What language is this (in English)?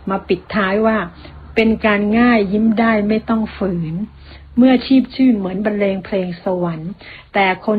Thai